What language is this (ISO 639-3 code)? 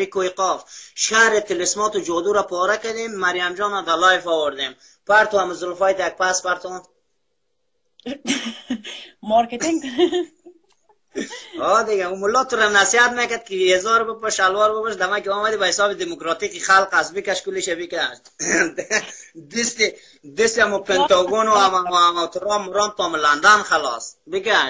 fas